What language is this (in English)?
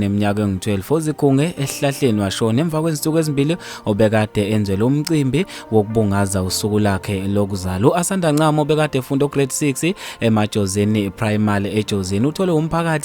Zulu